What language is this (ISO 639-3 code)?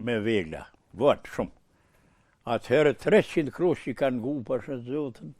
sqi